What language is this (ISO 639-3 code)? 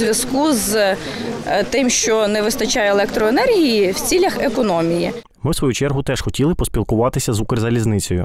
ukr